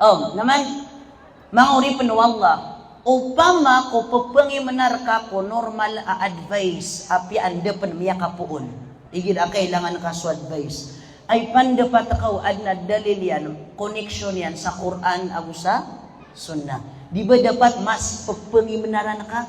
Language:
Maranao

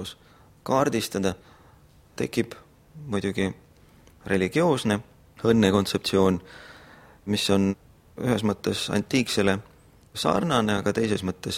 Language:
Estonian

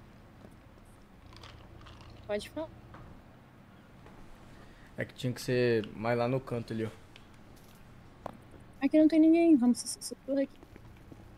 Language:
Portuguese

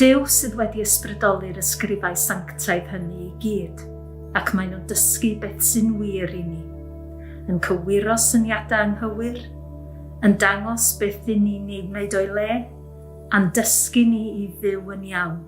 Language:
Welsh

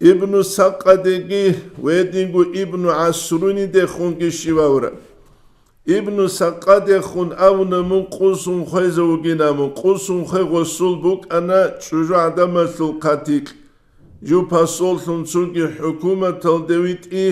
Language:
Avaric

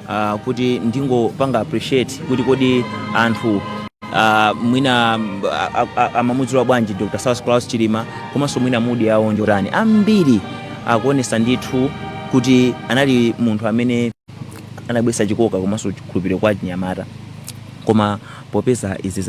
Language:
Nyanja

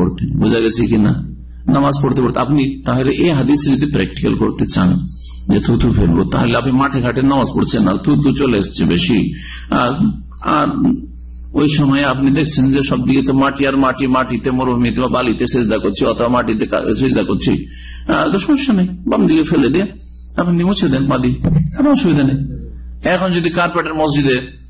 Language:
Bangla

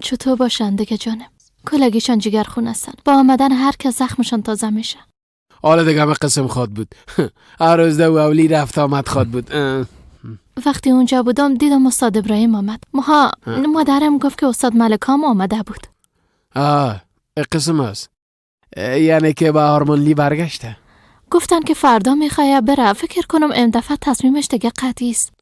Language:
Persian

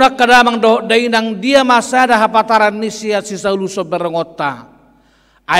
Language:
Batak Toba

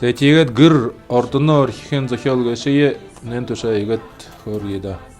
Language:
Buriat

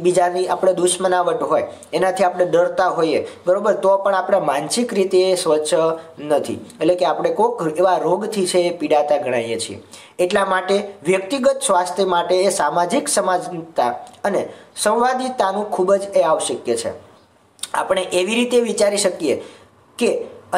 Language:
Gujarati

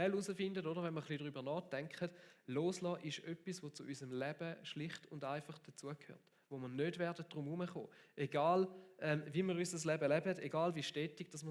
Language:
Swiss German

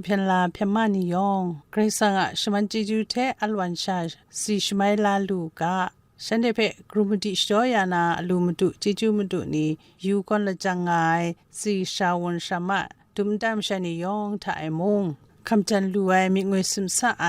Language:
Kachin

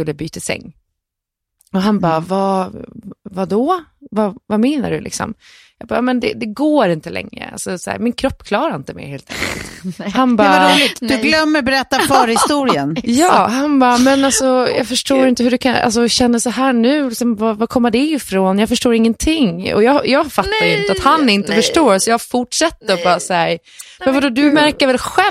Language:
Swedish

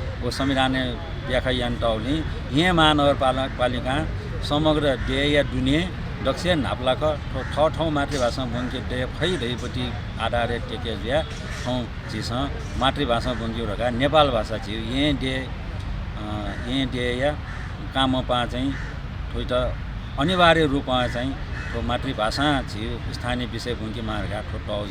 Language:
Newari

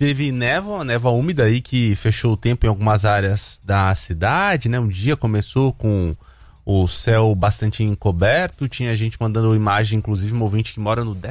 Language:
Portuguese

